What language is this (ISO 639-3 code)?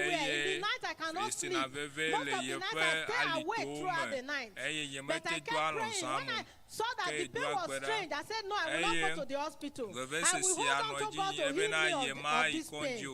ewe